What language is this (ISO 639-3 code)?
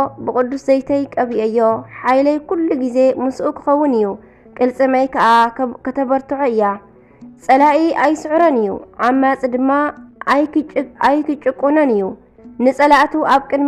tir